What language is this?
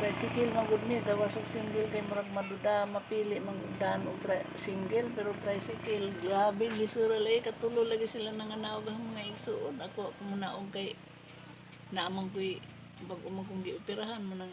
Cebuano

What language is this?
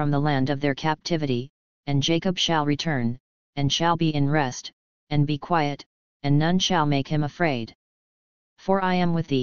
English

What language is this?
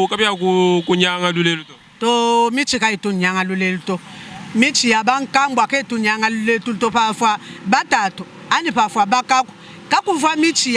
Luba-Lulua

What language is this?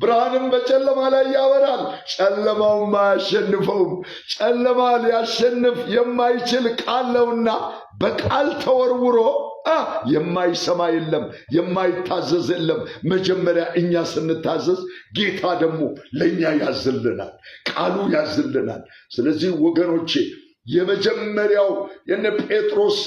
Amharic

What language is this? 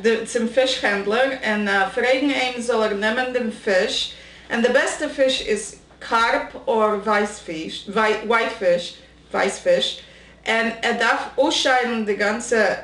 Yiddish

